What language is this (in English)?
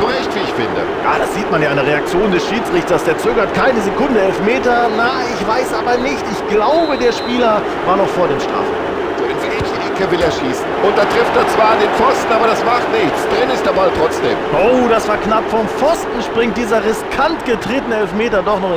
Bavarian